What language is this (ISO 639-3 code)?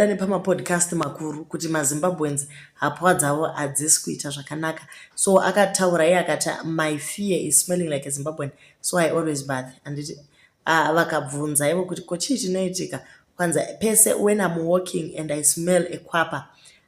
sna